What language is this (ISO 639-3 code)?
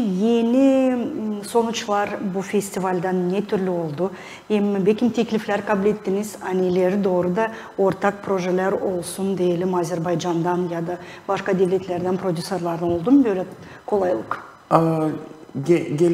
gag